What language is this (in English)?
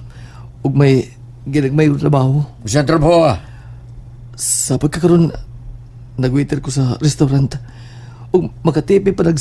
Cebuano